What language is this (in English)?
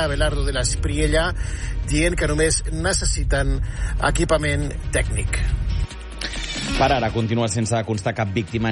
Catalan